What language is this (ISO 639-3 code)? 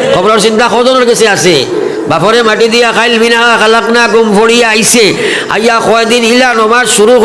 syl